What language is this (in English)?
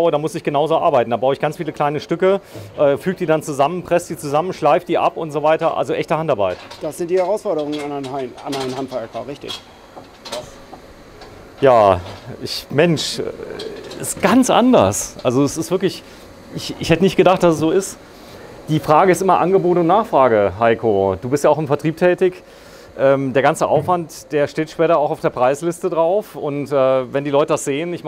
German